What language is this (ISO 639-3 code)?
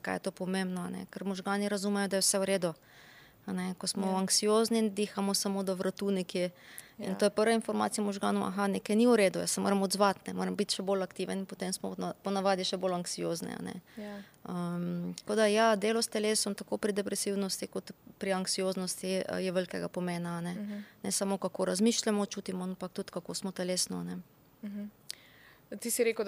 slv